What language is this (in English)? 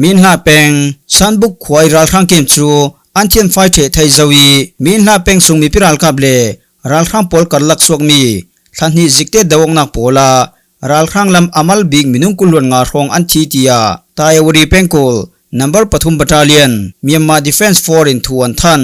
Falam Chin